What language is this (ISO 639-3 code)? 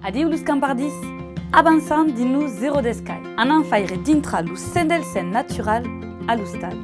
oci